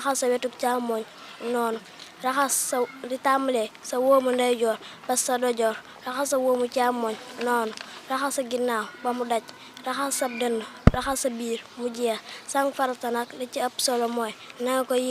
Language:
Wolof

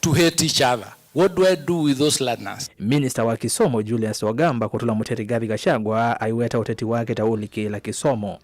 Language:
Kamba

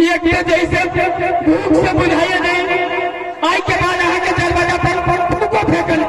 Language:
Maithili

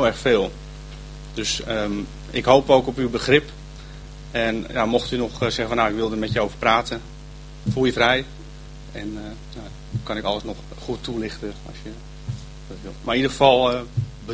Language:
Dutch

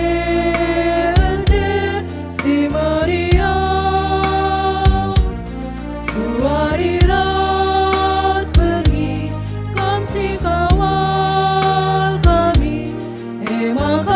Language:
Batak Karo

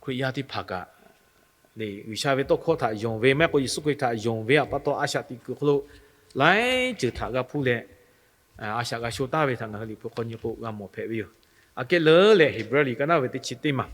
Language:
Lahu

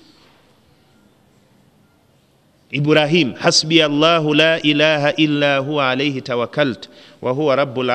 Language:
Kinyarwanda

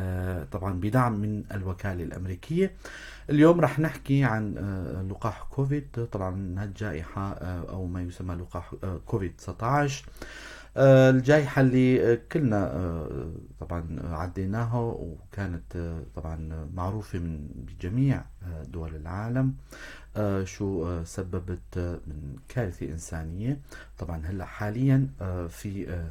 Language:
North Levantine Arabic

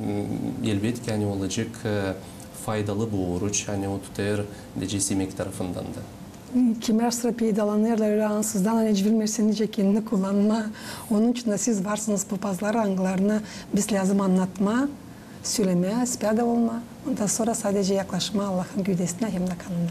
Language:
Gagauz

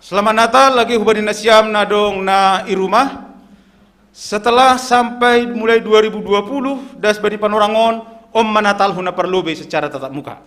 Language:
Batak Simalungun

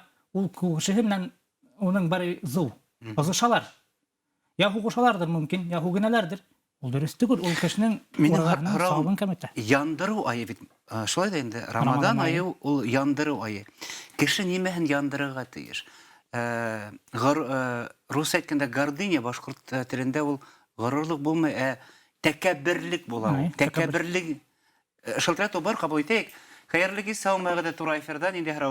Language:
Bashkir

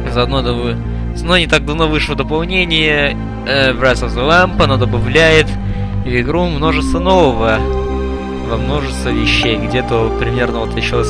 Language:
Russian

